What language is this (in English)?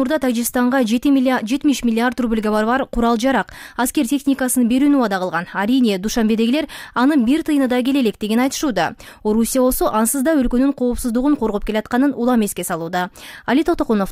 Kyrgyz